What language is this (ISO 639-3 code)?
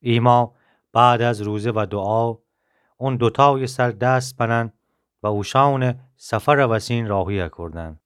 glk